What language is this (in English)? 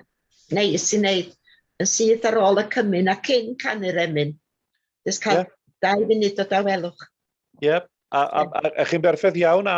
Welsh